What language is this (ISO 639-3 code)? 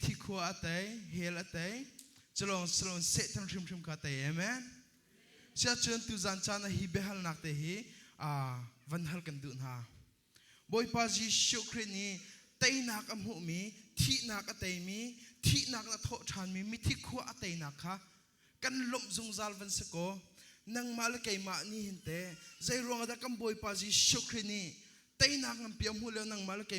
cnh